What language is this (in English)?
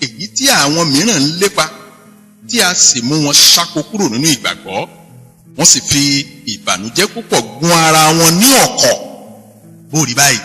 Yoruba